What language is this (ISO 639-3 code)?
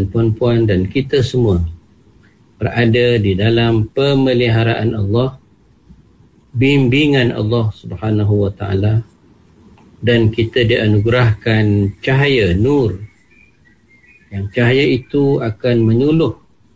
msa